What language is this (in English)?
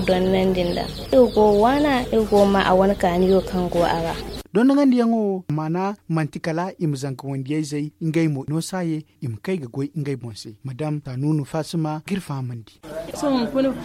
Zarma